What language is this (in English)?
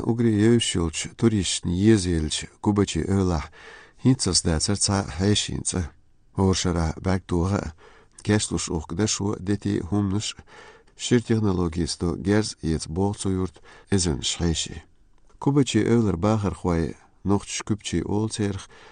Chechen